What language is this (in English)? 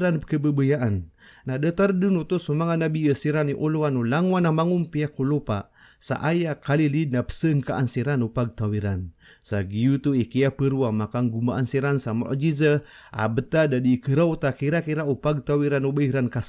Maranao